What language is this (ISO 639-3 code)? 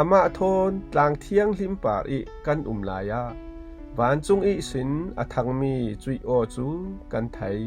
cfm